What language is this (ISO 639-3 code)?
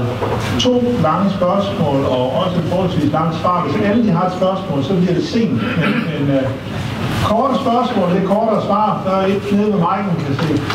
dan